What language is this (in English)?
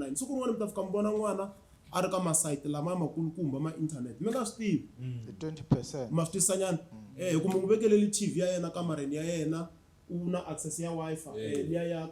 Tsonga